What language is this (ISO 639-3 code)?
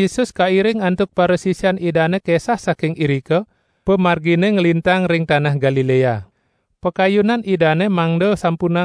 ban